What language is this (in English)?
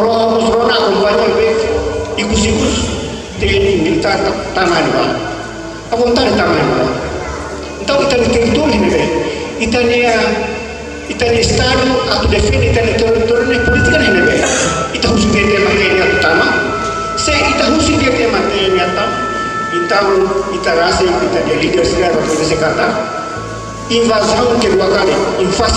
Tetum